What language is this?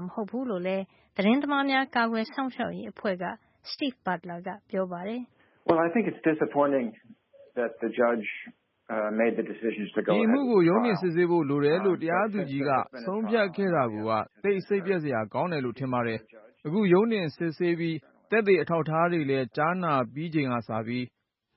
Burmese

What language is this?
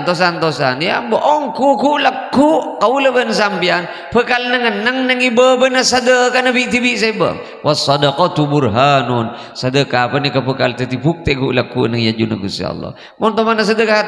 Madurese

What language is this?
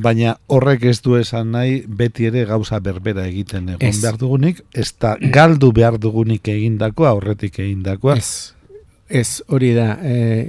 Basque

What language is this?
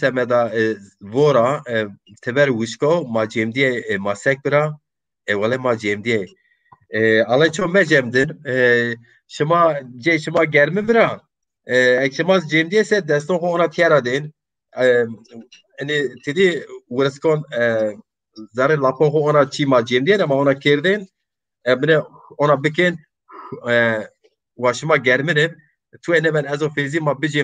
Zaza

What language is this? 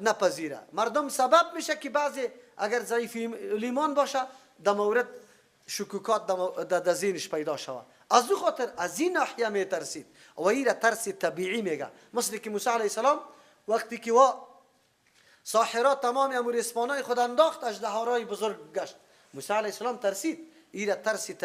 Persian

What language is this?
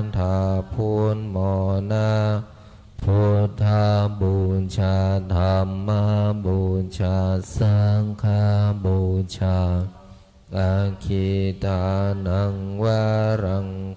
Pali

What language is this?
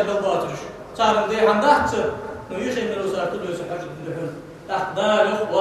Ingush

